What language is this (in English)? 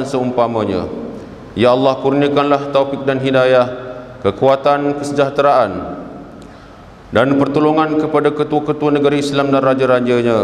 Malay